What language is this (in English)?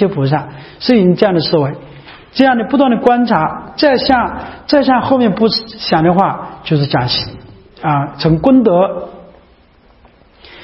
Chinese